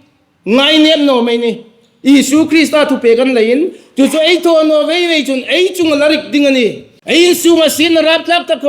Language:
Hmar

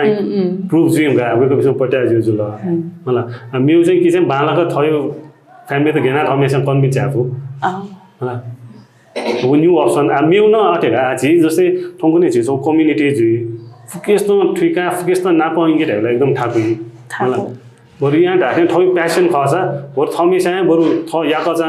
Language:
Newari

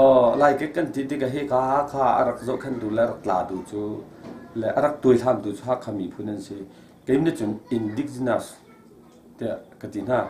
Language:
Hakha Chin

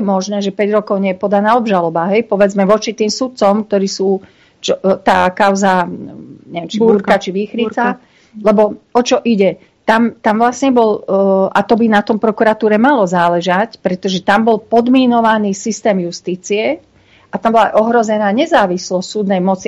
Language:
Slovak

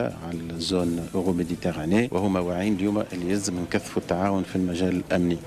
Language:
Tunisian Arabic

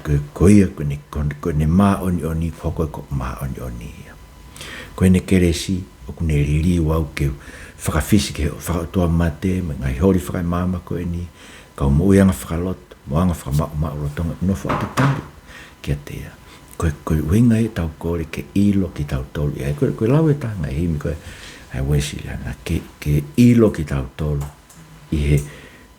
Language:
Tongan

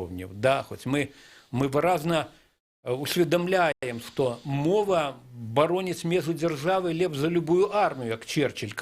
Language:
Belarusian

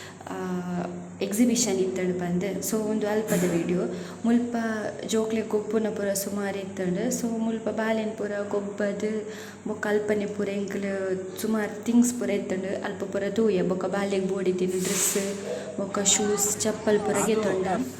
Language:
Tulu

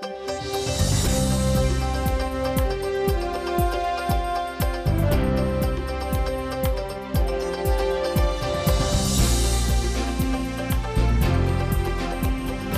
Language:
Udmurt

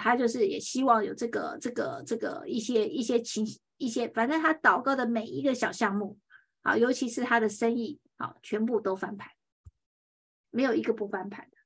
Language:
Chinese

